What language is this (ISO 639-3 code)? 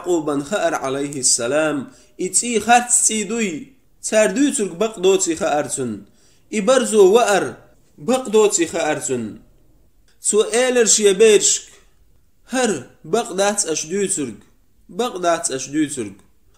che